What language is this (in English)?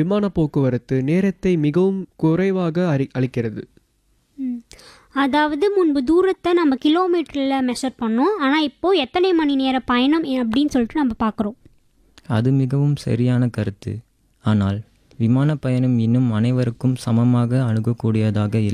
Tamil